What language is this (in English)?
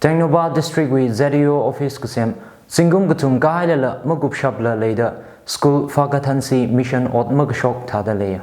Tangkhul Naga (India)